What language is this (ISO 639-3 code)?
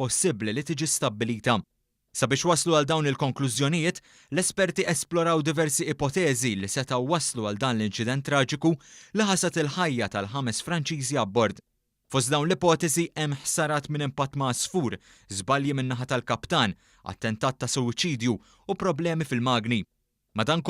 mlt